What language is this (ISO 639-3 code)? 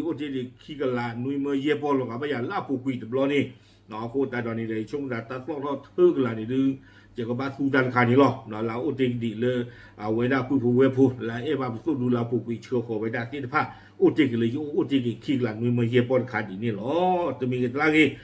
ksw